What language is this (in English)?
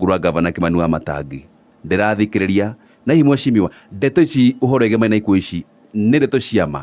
Kikuyu